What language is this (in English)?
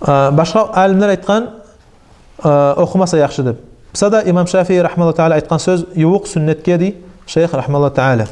Kumyk